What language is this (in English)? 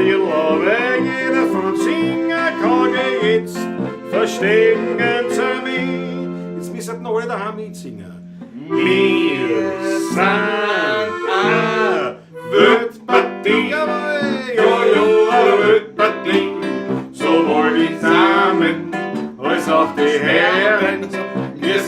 Bavarian